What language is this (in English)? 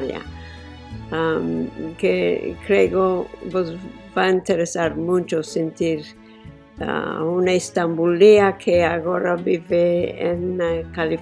Ladino